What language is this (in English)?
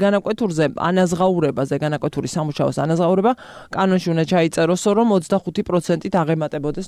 Georgian